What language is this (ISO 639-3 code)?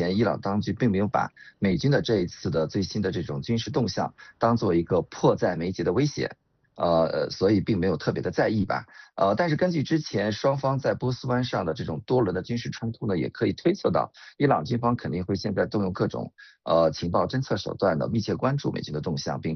zho